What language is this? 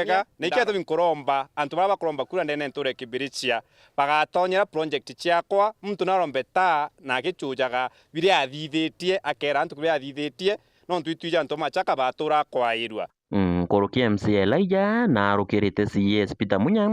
Meru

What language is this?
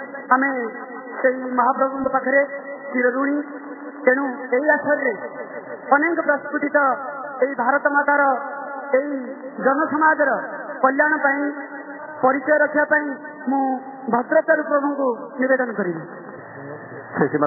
Odia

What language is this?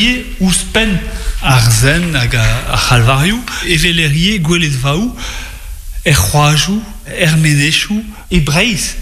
Breton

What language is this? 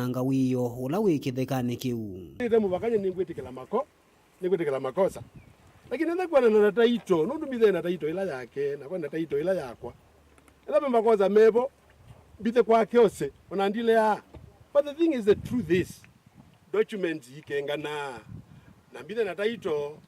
Kamba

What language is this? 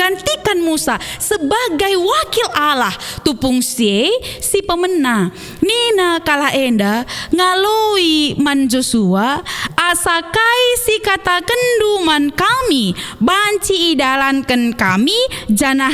Batak Karo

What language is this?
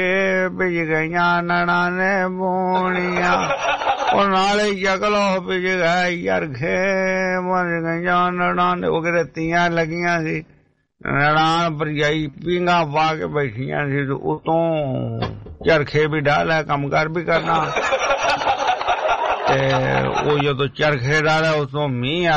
Punjabi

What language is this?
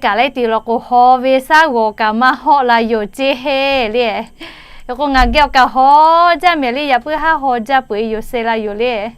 Lahu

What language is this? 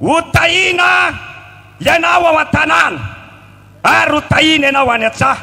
Malagasy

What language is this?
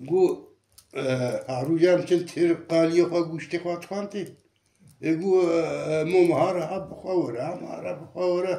Kurdish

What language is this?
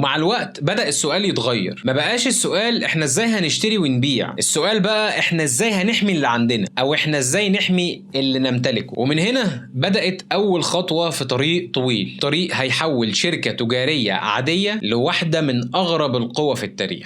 Egyptian Arabic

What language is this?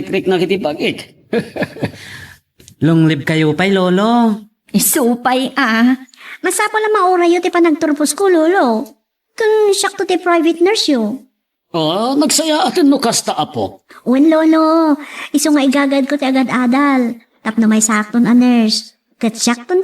Iloko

